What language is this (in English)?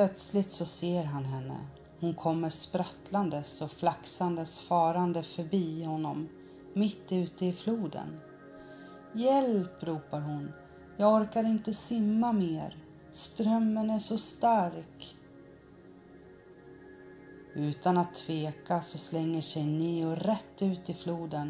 Swedish